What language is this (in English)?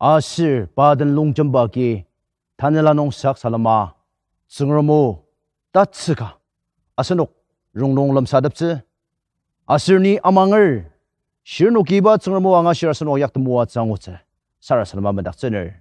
Ao Naga